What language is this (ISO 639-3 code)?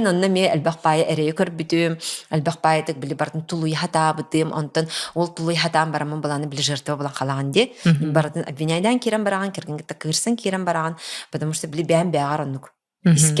sah